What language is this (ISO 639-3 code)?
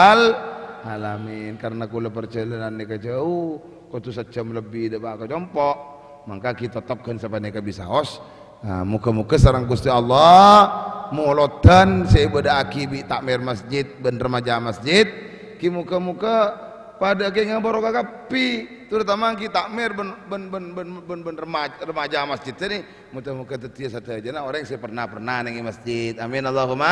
mad